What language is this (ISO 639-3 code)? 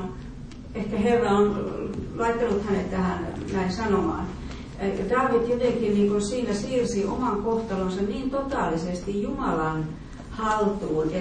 fin